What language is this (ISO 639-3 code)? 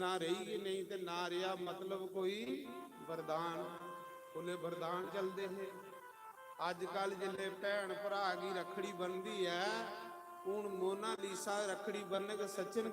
doi